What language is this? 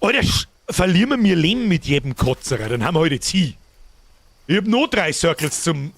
Bavarian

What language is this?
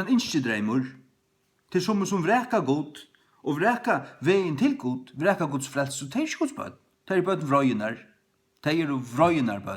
Faroese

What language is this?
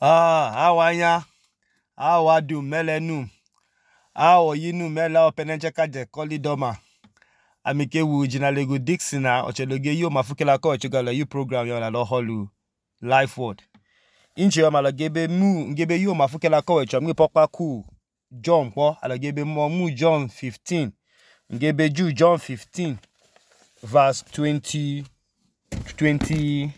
Idoma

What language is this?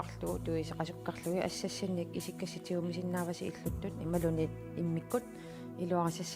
Kalaallisut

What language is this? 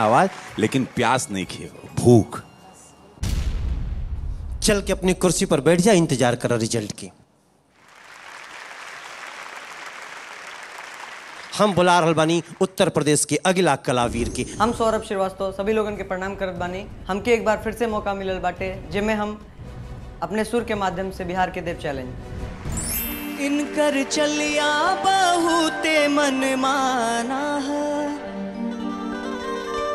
Bhojpuri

